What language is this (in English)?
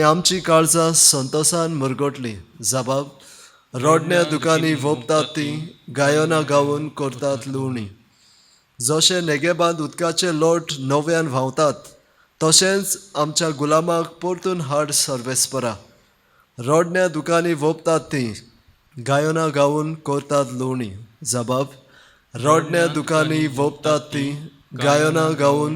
Konkani